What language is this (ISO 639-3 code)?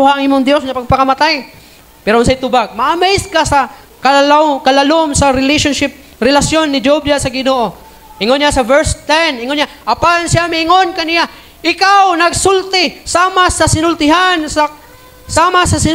ceb